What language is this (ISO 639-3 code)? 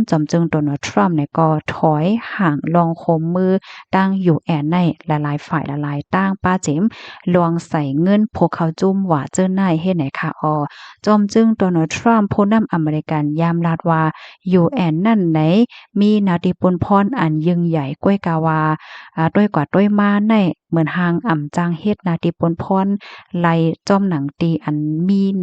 shn